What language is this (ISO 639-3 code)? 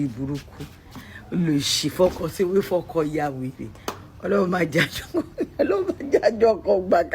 yor